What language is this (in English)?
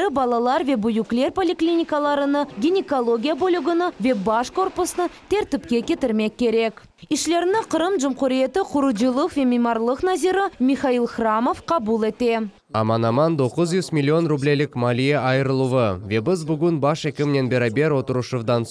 Crimean Tatar